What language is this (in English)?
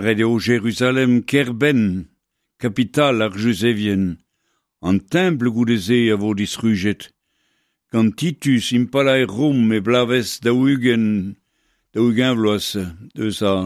Breton